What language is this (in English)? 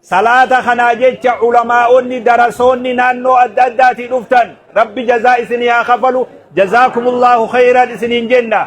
Oromo